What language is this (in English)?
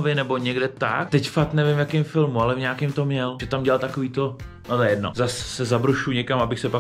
Czech